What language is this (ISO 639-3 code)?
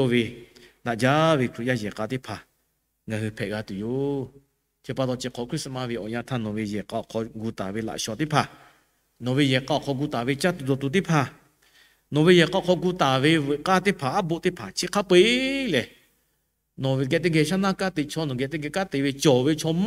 lhu